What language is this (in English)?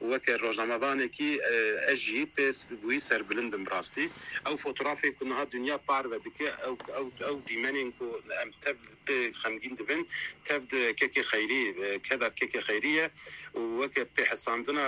Kurdish